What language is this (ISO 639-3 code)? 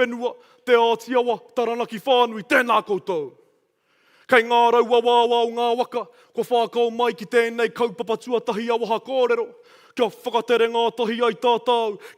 mri